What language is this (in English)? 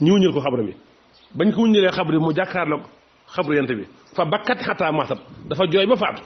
Wolof